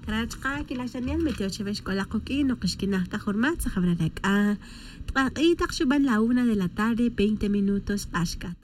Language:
Tz'utujil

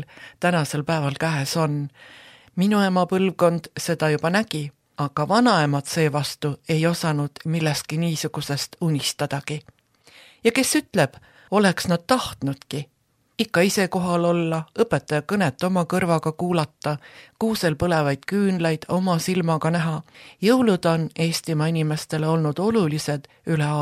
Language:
Estonian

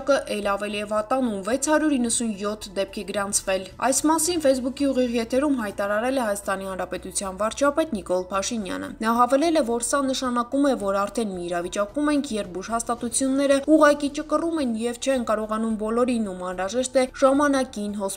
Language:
Armenian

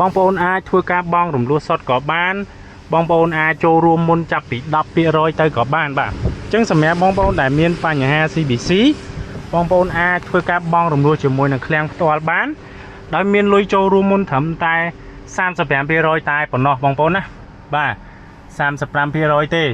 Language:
Khmer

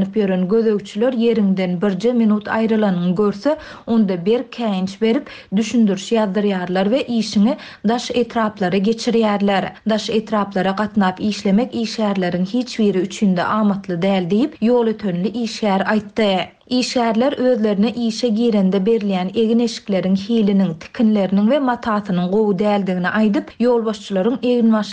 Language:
Turkmen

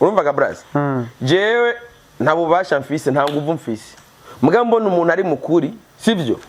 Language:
Rundi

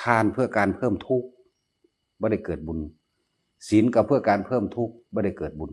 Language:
Northeastern Thai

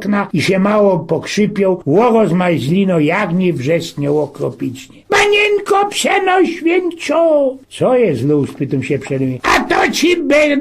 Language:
Silesian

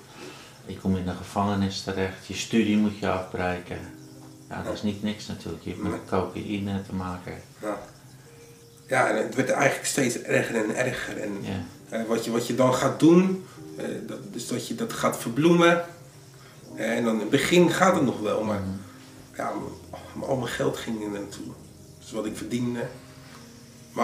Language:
Dutch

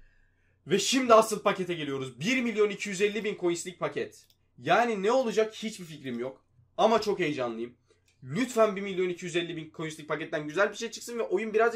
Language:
Turkish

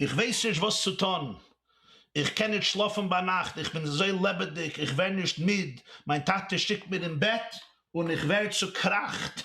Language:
Yiddish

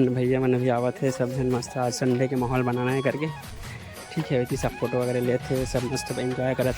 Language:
Chhattisgarhi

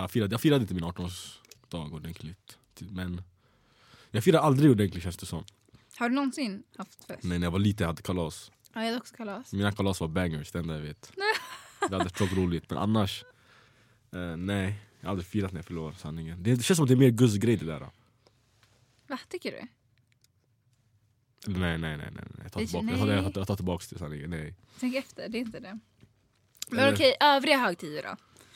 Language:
Swedish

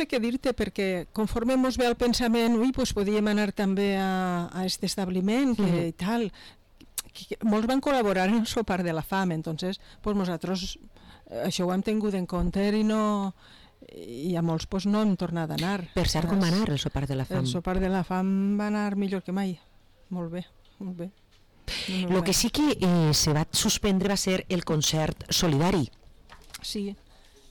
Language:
Catalan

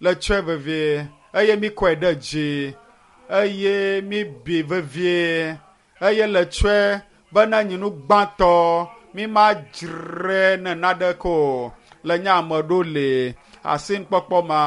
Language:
Ewe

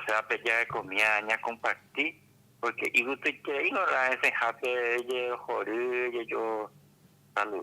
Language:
Guarani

